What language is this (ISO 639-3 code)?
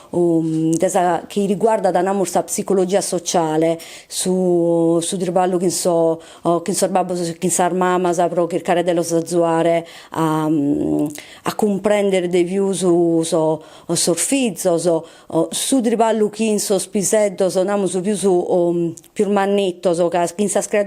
srd